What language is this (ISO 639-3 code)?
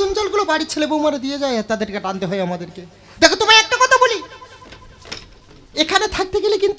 ben